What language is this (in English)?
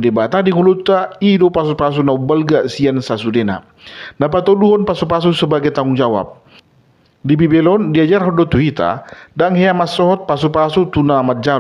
Batak Toba